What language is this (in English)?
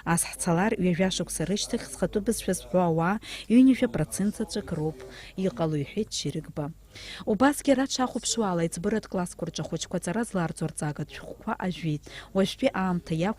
Abkhazian